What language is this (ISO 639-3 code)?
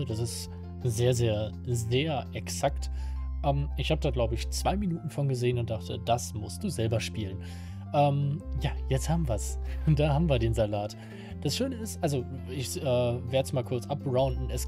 deu